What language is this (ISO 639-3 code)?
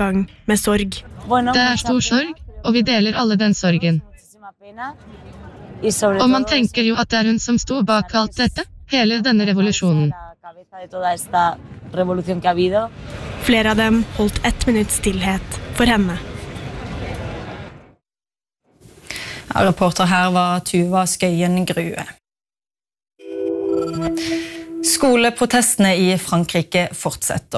nor